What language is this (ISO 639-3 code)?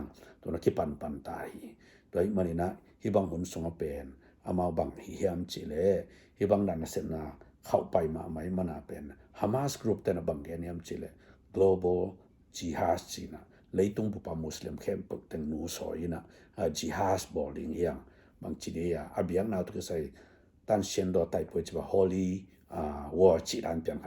ctd